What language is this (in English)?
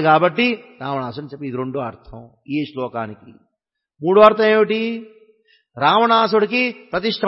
Telugu